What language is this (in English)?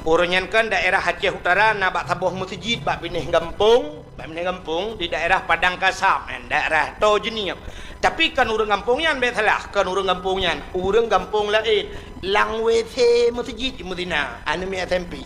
Achinese